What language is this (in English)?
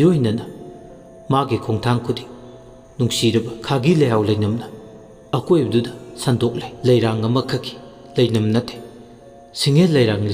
Manipuri